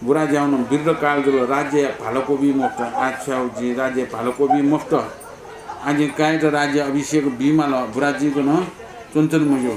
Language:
Newari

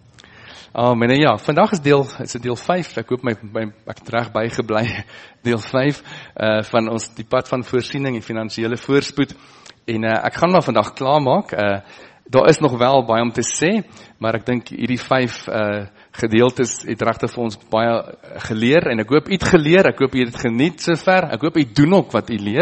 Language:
Afrikaans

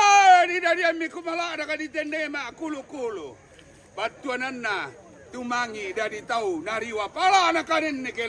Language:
Toraja-Sa'dan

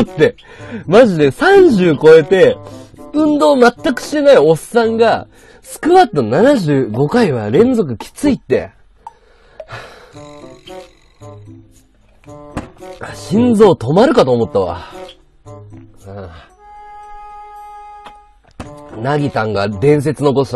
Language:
Japanese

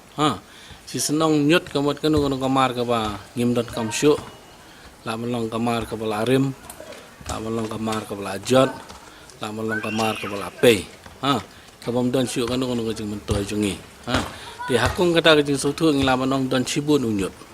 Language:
Khasi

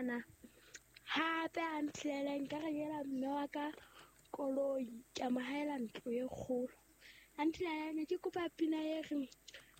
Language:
Southern Sotho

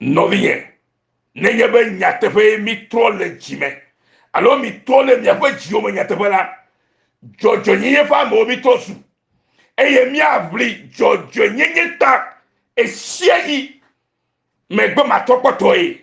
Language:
Ewe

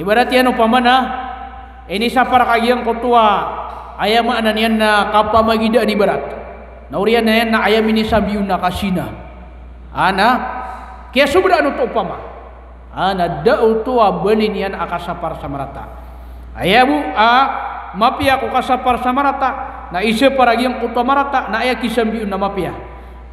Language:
Maranao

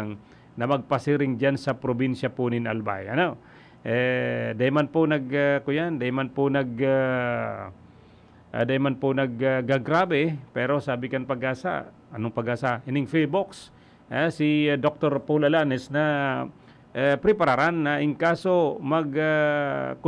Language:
Bikol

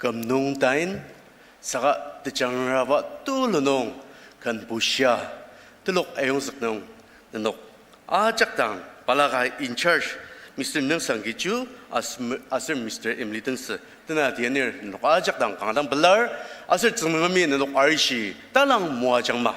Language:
Ao Naga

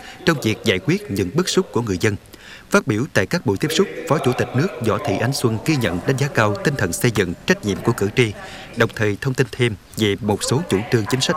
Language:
Vietnamese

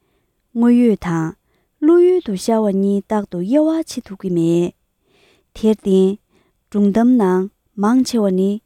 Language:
Tibetan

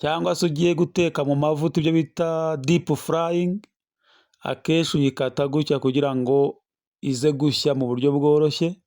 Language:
Kinyarwanda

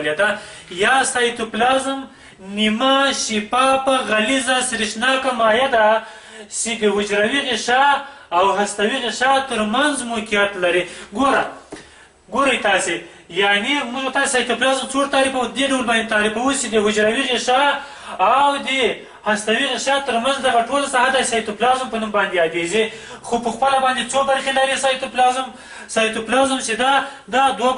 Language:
Pashto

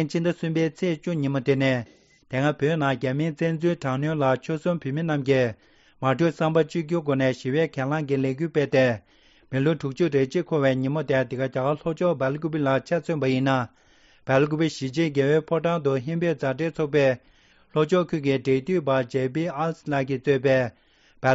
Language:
Tibetan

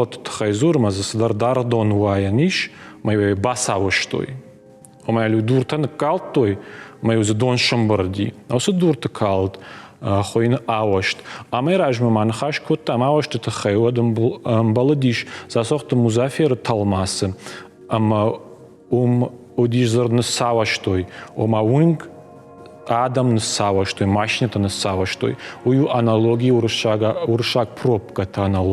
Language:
Ossetic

